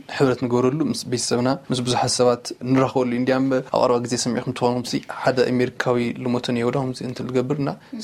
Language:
Tigrinya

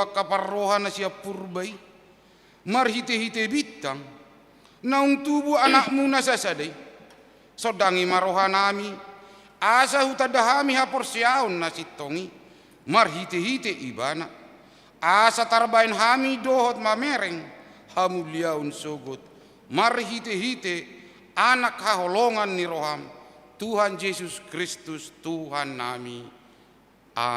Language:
Batak Toba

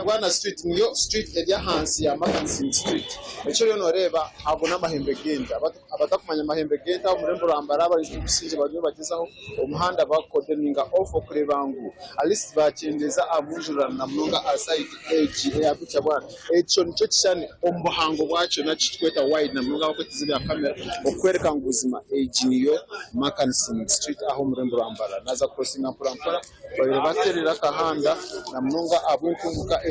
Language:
Nyankole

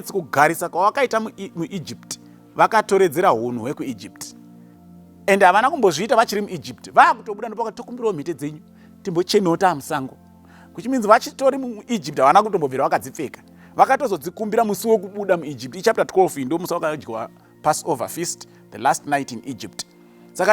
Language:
Shona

